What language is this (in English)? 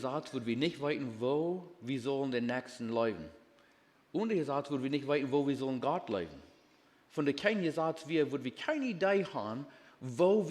Plautdietsch